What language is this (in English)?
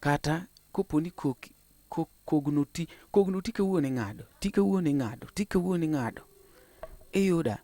Luo (Kenya and Tanzania)